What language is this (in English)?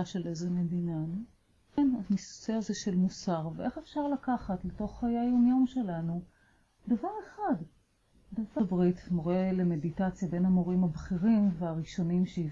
Hebrew